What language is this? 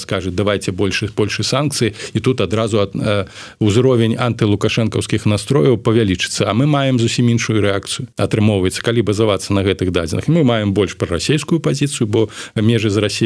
Belarusian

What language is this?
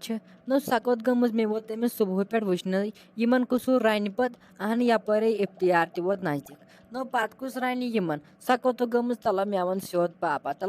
Kashmiri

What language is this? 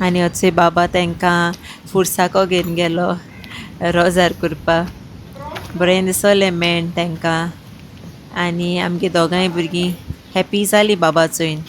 Konkani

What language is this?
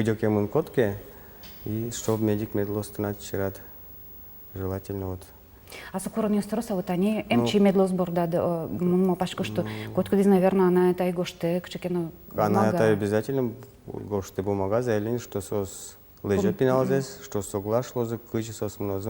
Udmurt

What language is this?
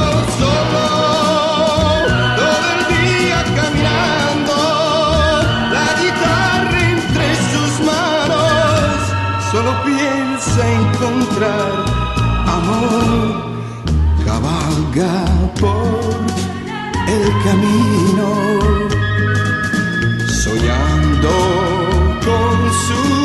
Russian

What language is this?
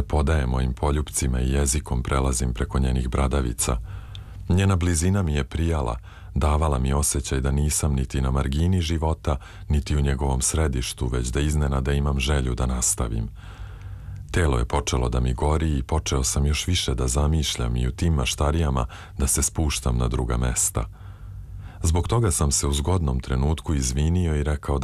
Serbian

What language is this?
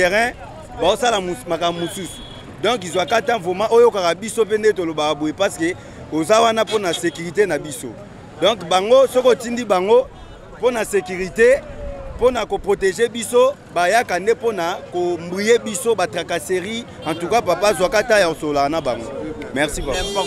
Lingala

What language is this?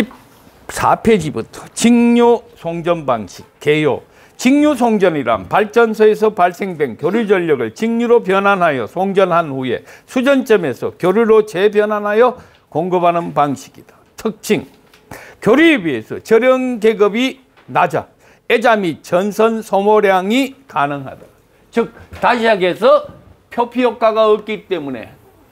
Korean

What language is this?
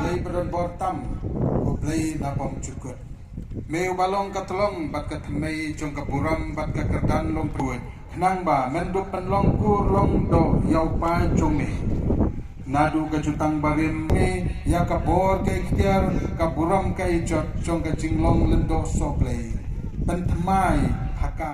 Khasi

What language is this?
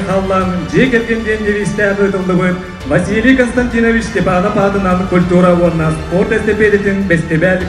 Yakut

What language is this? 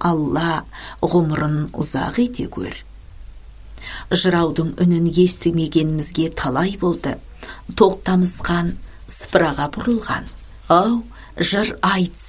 Kazakh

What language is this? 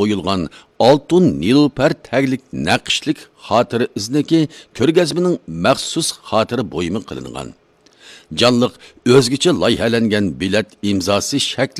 Uyghur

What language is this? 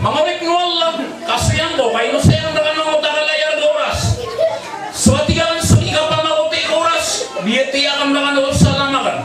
Maranao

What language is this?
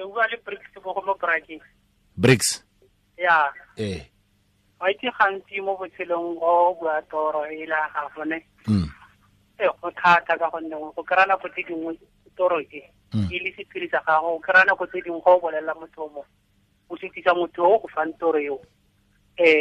Tswana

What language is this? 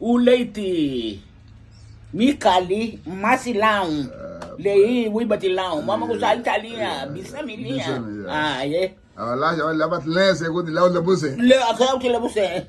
Garifuna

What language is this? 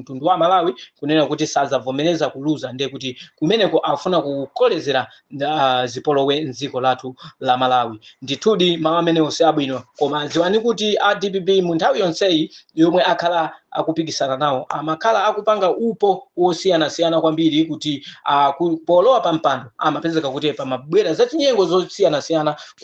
Nyanja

